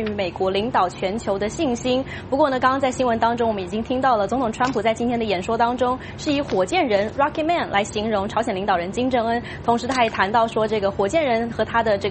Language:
Chinese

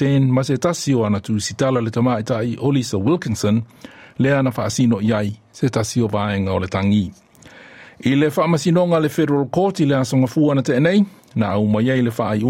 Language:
Samoan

